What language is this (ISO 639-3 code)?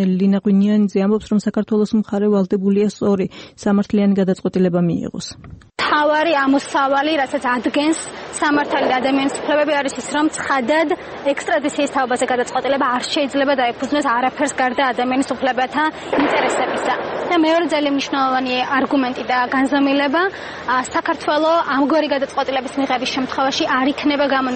kat